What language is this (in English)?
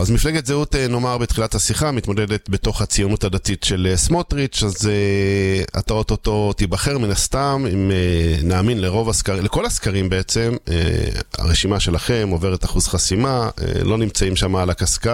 Hebrew